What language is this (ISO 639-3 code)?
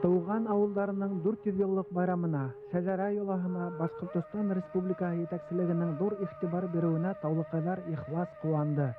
bak